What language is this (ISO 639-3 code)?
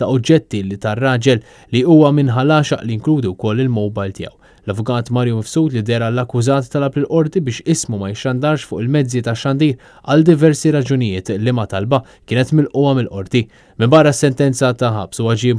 mlt